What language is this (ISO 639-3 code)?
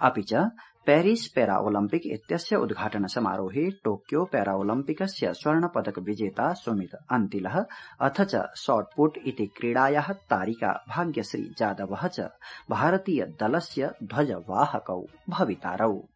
san